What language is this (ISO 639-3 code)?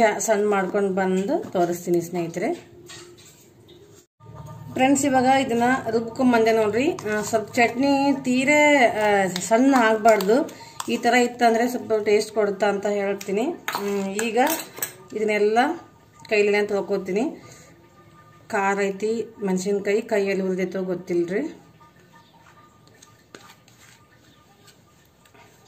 kan